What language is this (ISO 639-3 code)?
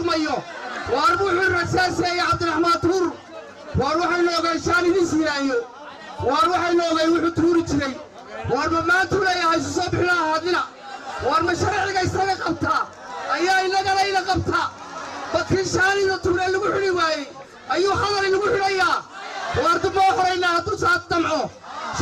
som